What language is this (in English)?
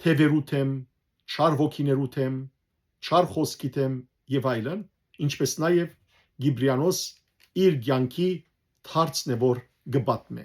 Western Armenian